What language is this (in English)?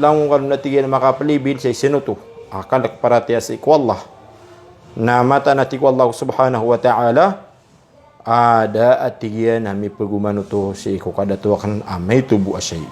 Maranao